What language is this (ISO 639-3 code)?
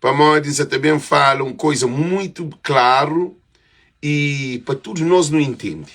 kea